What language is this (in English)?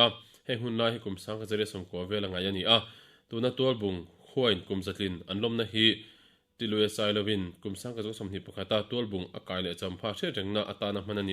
Mizo